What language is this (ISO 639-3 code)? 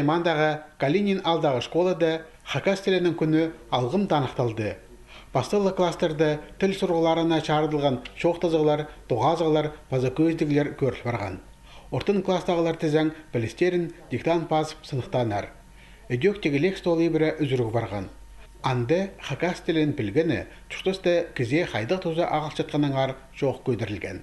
kjh